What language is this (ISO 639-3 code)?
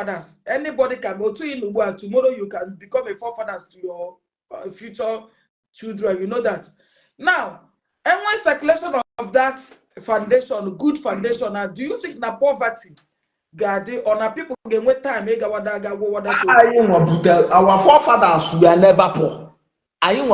ibo